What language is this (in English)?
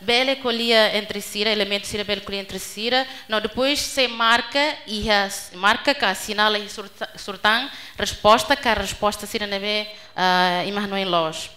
Tetum